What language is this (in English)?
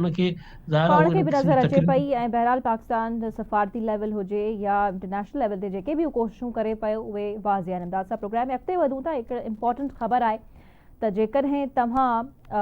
Sindhi